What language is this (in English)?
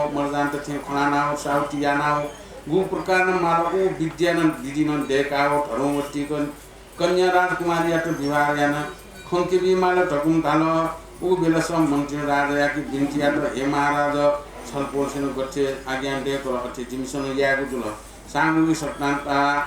Newari